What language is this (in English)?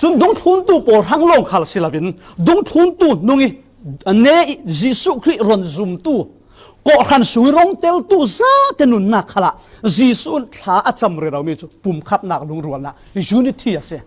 Falam Chin